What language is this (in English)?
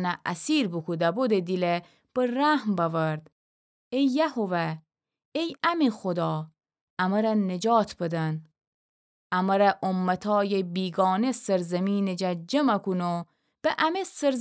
Gilaki